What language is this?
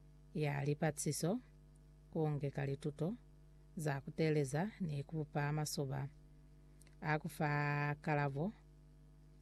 Lozi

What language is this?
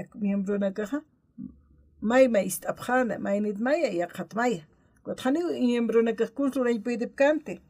Aymara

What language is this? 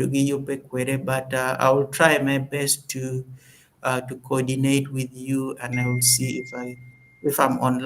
Acoli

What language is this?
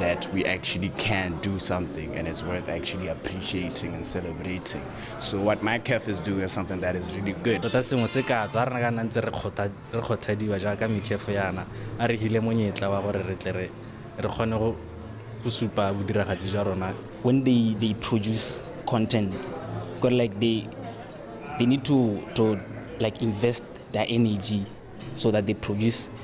Tswana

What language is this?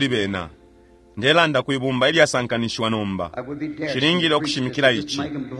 Bemba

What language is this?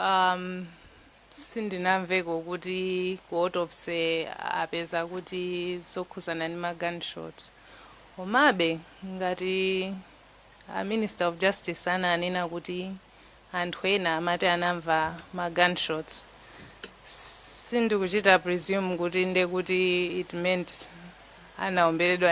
Nyanja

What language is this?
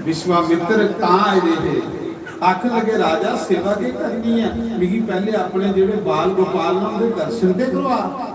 Dogri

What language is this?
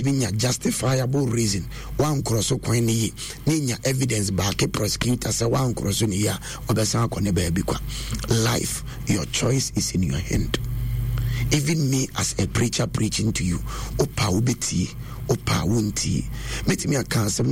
Akan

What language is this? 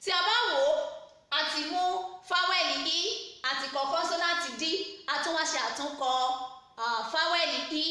Yoruba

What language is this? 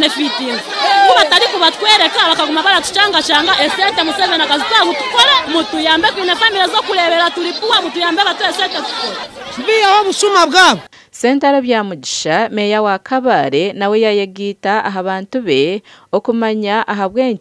Nyankole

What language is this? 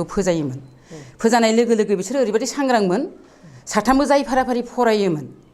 Bodo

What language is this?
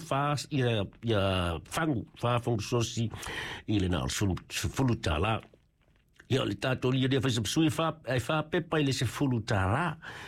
Samoan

